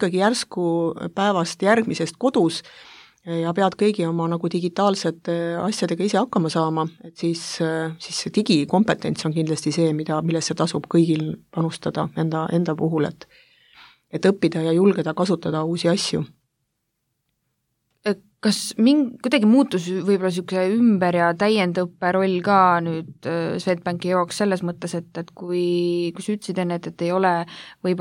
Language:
Estonian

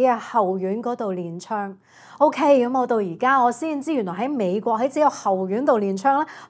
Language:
Cantonese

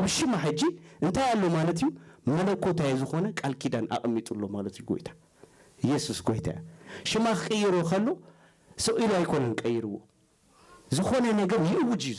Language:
Tigrinya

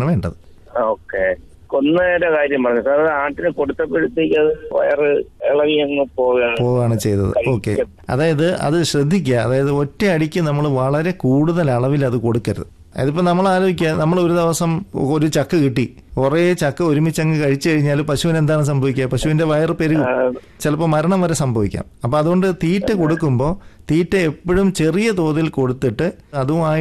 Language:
Malayalam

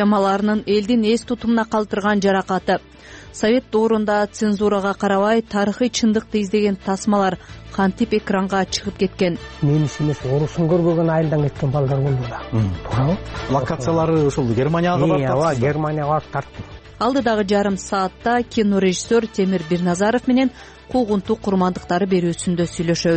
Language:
Kyrgyz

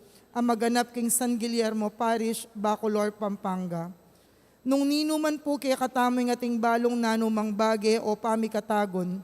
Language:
Pampanga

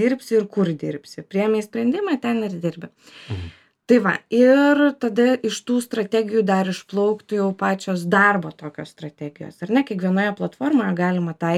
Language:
Lithuanian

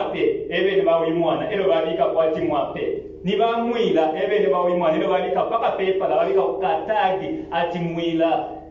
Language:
Bemba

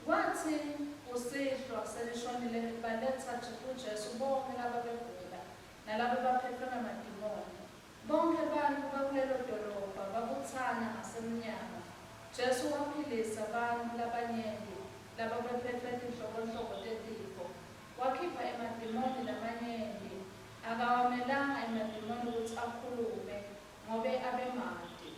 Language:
Swati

